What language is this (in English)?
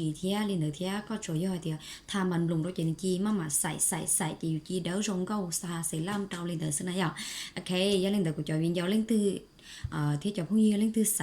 Hmong